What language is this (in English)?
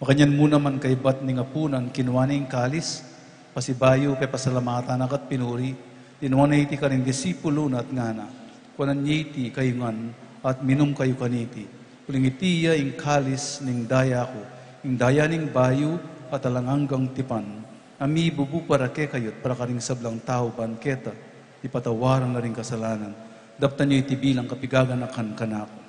Pampanga